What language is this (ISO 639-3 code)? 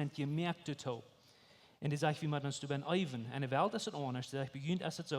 pdt